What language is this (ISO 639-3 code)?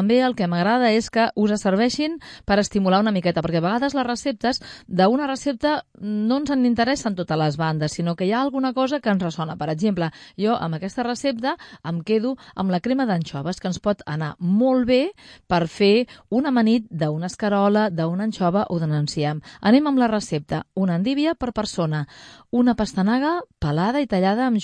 cat